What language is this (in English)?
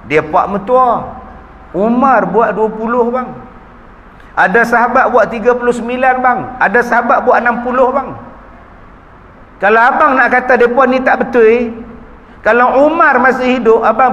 Malay